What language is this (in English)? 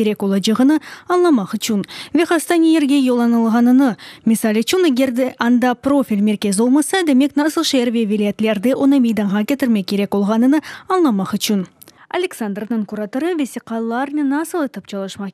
Crimean Tatar